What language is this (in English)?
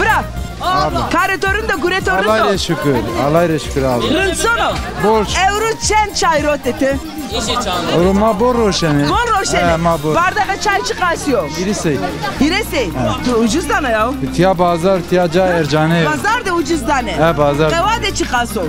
Zaza